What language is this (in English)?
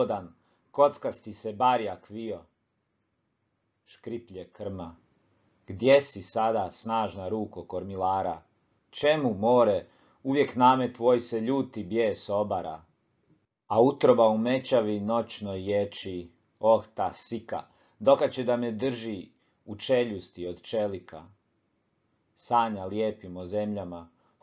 Croatian